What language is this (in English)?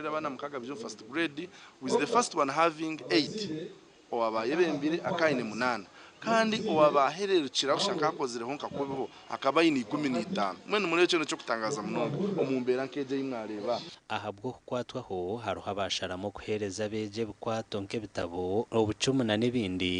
Nyankole